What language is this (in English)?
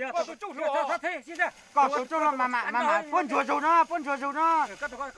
Hmong